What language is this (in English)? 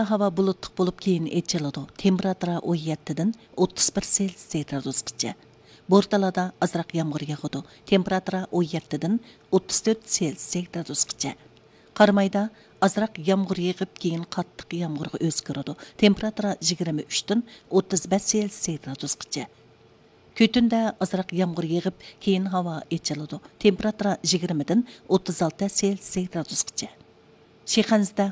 Uyghur